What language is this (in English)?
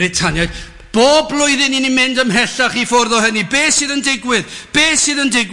Welsh